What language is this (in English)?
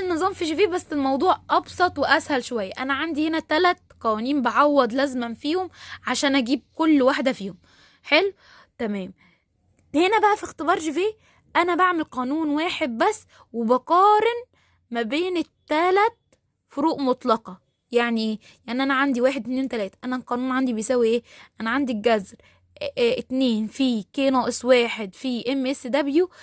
Egyptian Arabic